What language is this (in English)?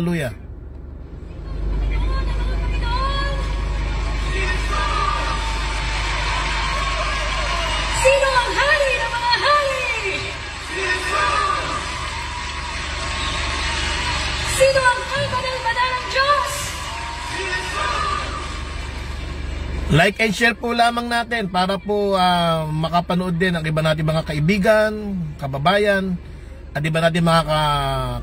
Filipino